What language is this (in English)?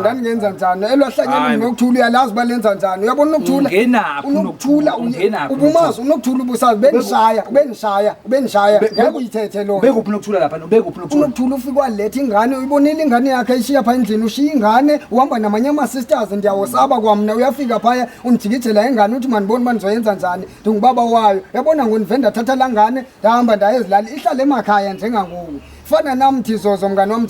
Zulu